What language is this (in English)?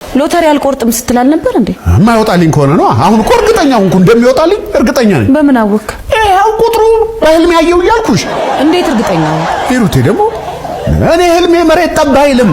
Amharic